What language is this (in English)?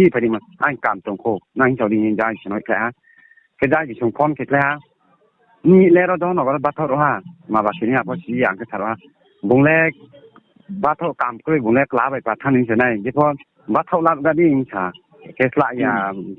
Riang (India)